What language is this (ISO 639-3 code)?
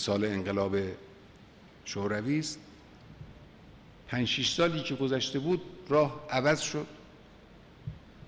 fas